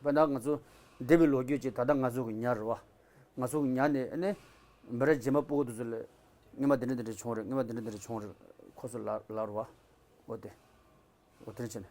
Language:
Tibetan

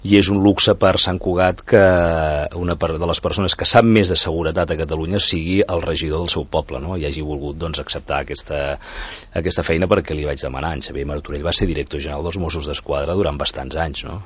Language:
Catalan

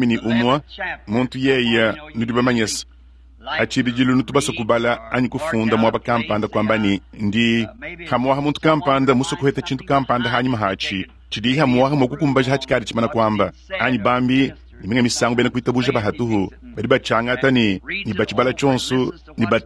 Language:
Luba-Lulua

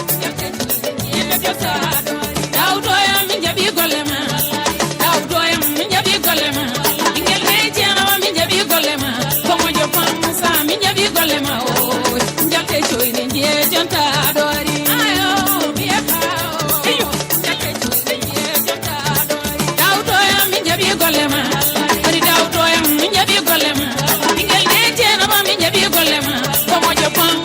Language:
Fula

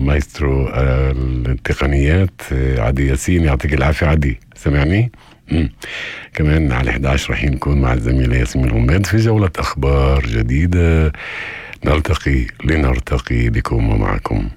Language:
North Levantine Arabic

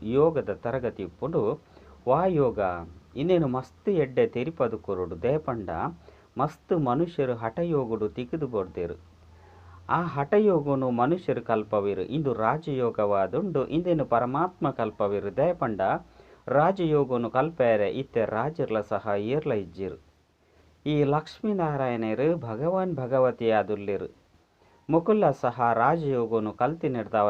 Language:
Tulu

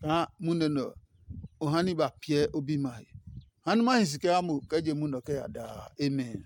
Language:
Adangme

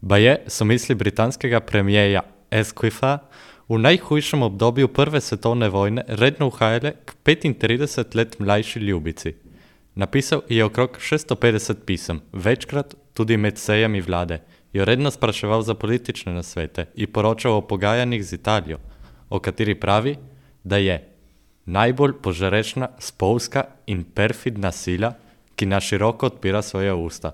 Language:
Slovenian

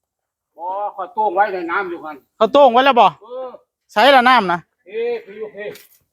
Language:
Northeastern Thai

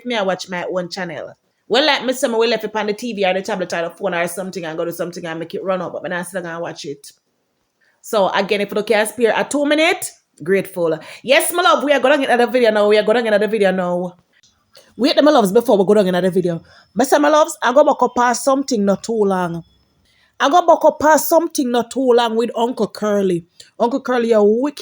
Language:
Jamaican Creole English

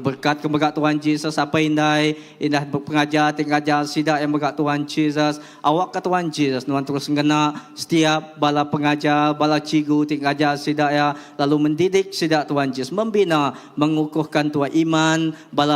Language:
Iban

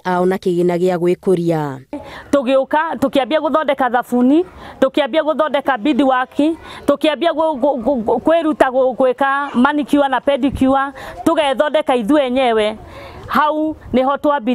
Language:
Kikuyu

